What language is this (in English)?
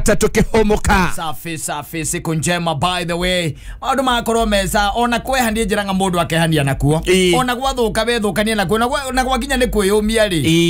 Kikuyu